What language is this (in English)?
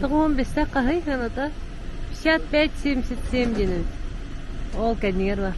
Yakut